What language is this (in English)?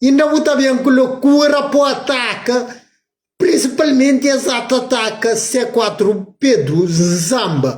Kabuverdianu